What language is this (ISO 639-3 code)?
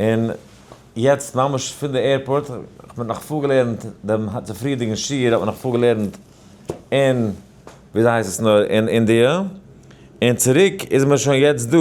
yid